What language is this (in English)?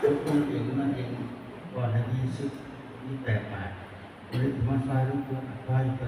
Northeastern Thai